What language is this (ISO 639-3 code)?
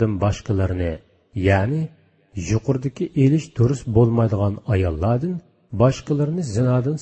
uig